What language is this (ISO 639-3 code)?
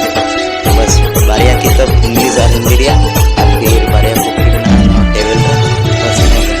sat